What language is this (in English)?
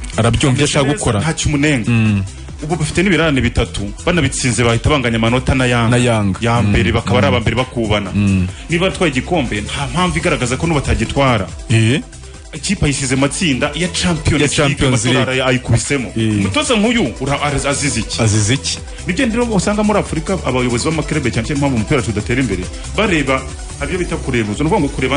Kinyarwanda